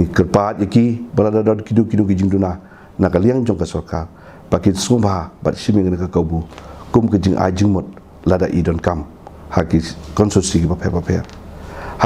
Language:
Khasi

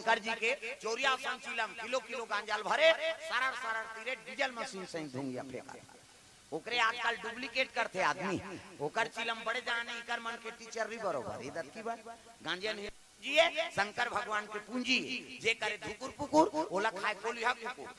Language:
Chhattisgarhi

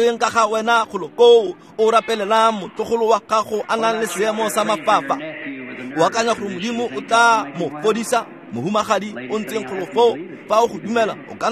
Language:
Tswana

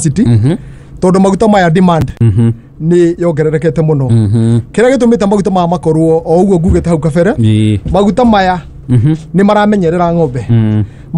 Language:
Kikuyu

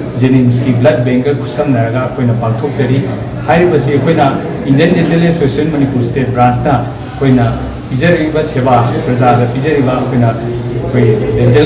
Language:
Manipuri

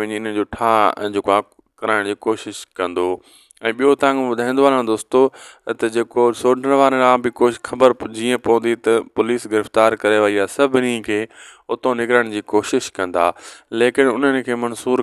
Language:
Sindhi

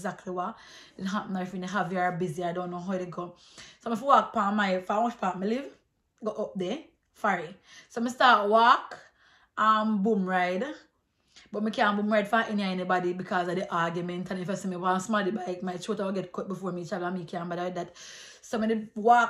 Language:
Jamaican Creole English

